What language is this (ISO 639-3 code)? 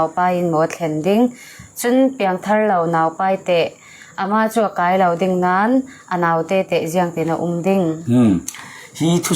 cfm